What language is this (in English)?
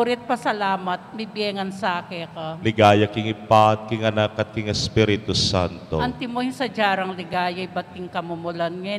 Pampanga